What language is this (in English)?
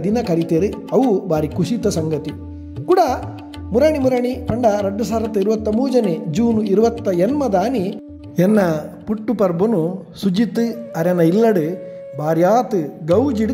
Tulu